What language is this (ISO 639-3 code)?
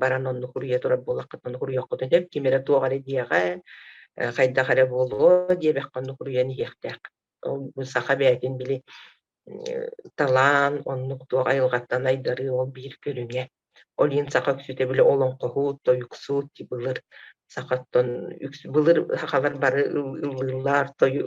sah